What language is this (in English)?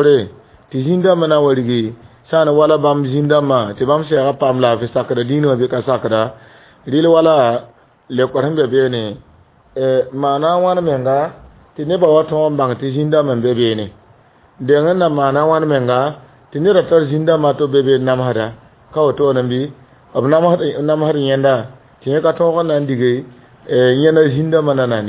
Mossi